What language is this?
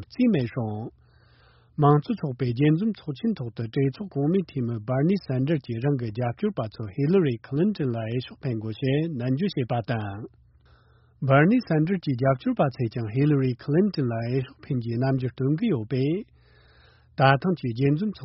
Tibetan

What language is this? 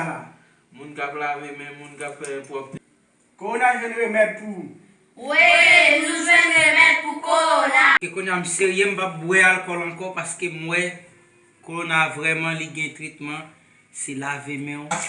Haitian Creole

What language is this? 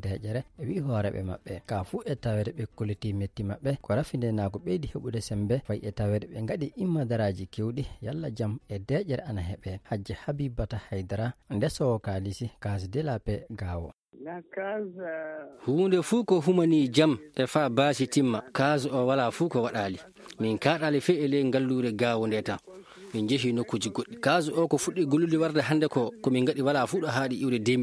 Fula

